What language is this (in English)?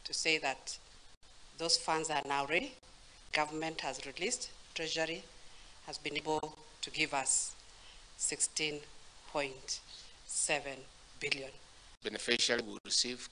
Kikuyu